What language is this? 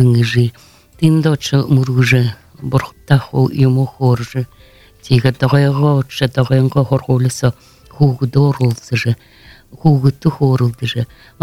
Buriat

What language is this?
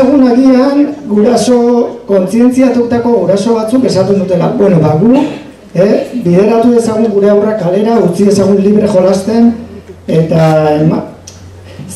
Basque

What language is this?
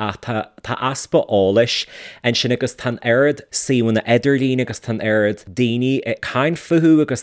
Irish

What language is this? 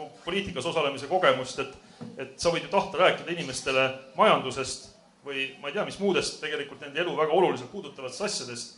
Estonian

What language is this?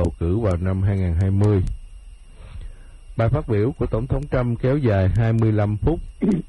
Vietnamese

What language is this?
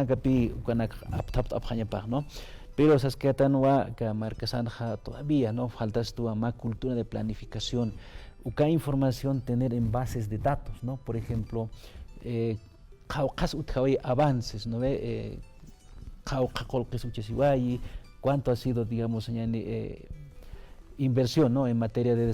Aymara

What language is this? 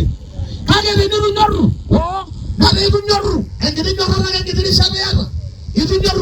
Masai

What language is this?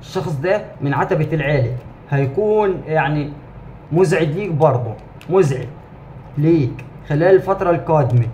Egyptian Arabic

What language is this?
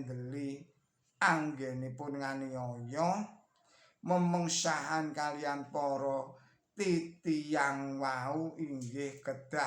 Javanese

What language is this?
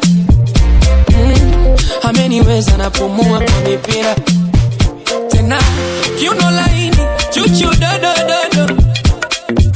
Swahili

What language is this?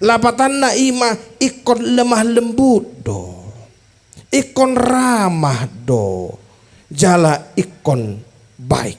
Batak Toba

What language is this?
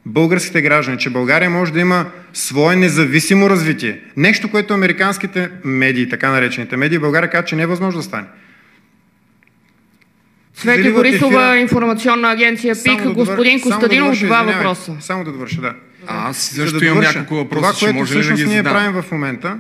Bulgarian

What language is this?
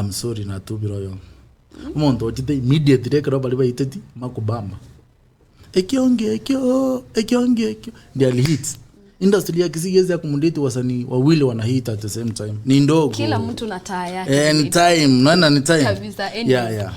Gusii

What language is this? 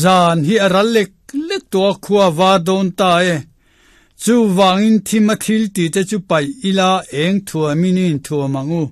Mizo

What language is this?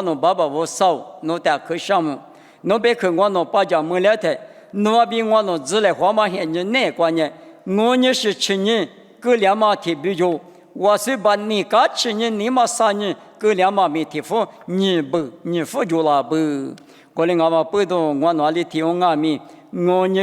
Lisu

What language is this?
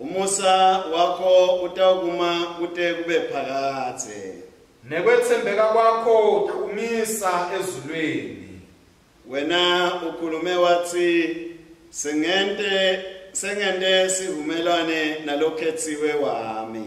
Swati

